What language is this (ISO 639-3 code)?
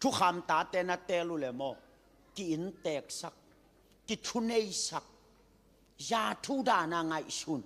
ctd